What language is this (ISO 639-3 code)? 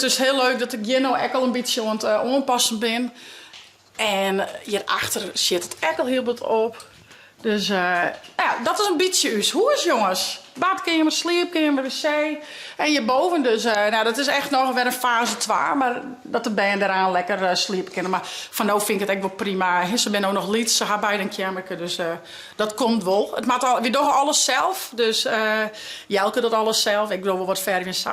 fry